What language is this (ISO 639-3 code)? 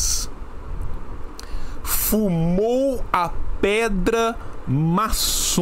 por